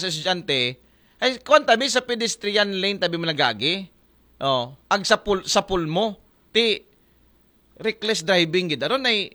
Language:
Aklanon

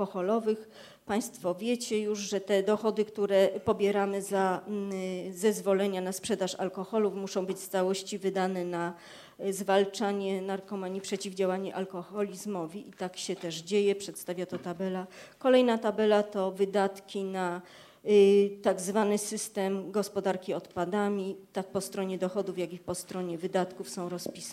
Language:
Polish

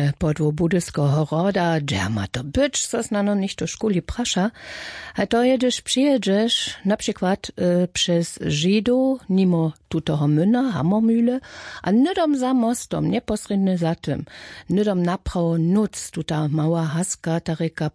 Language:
Upper Sorbian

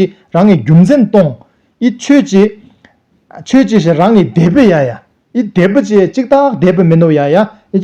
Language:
Tibetan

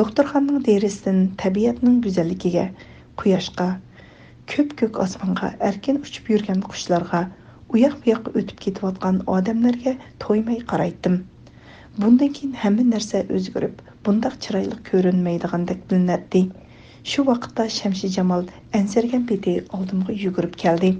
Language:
Uyghur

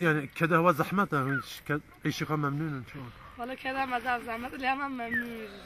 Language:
Kurdish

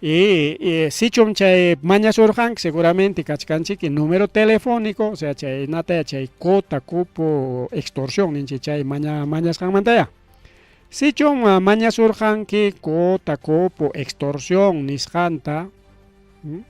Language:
Ayacucho Quechua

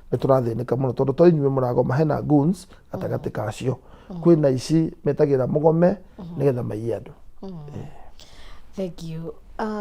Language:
Kikuyu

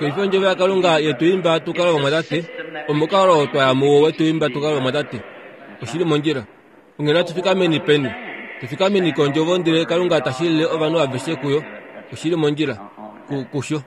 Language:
Kuanyama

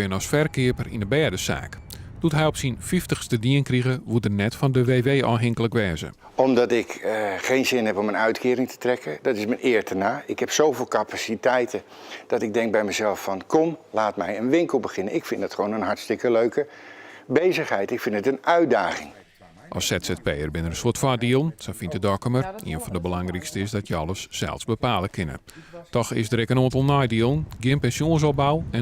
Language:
Western Frisian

